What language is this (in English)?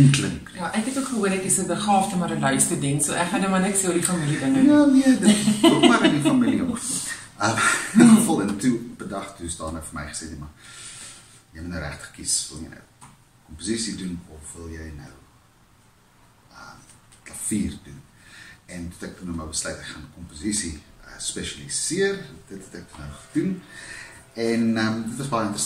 Afrikaans